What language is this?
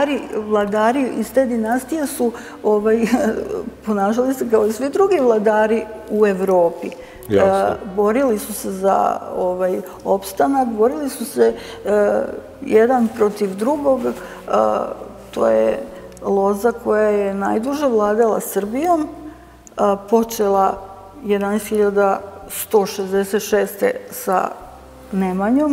Serbian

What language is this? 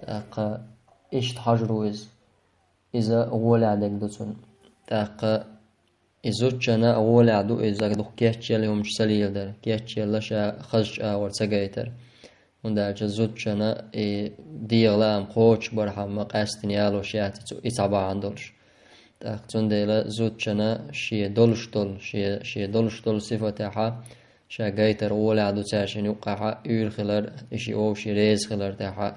Chechen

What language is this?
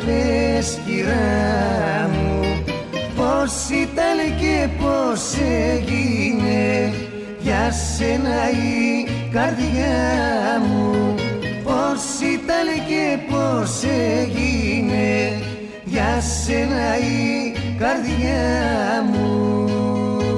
Greek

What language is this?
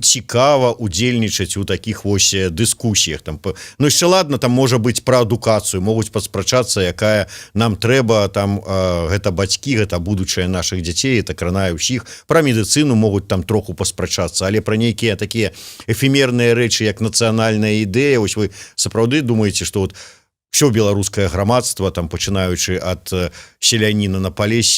Belarusian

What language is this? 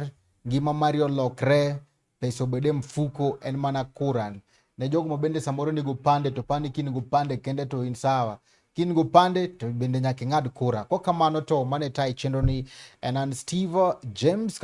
Luo (Kenya and Tanzania)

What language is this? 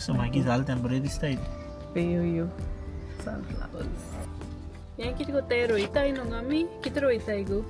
Konkani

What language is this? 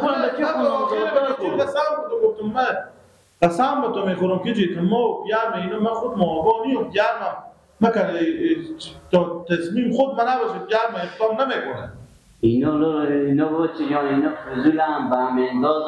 Persian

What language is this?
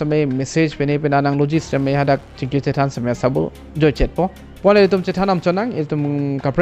Karbi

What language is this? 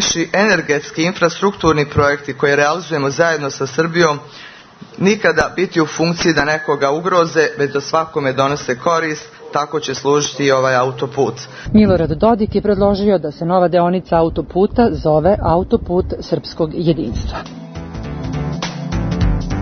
Serbian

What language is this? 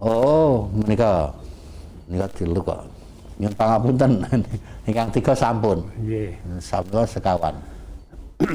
Javanese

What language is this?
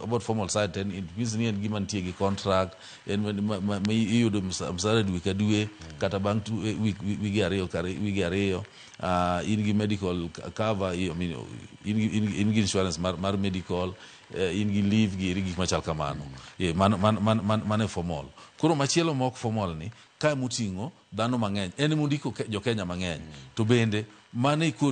Luo (Kenya and Tanzania)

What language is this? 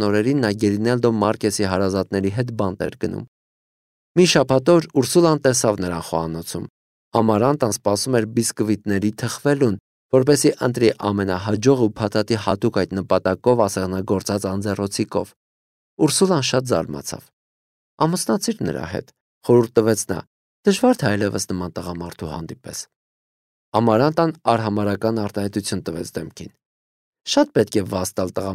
Armenian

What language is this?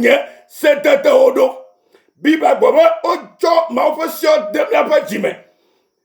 Ewe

